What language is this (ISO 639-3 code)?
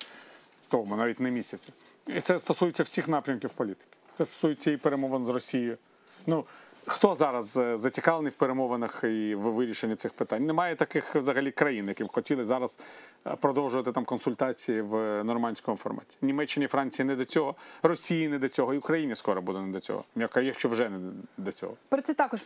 ukr